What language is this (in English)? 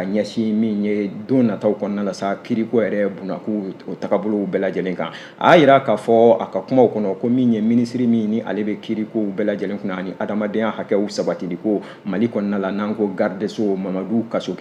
Bambara